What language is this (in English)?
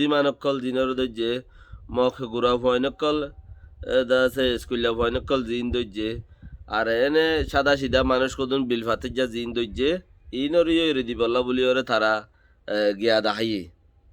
Rohingya